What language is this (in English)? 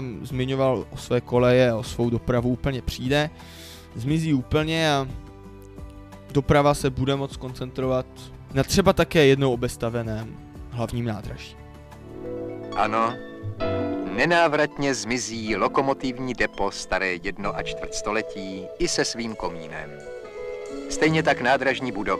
Czech